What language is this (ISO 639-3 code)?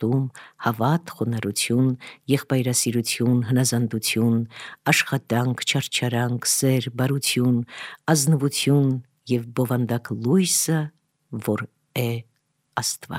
hye